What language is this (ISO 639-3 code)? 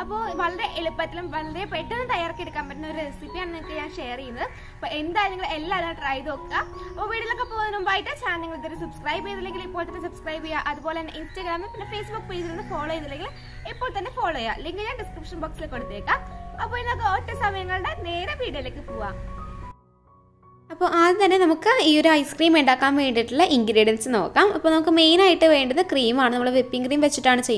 mal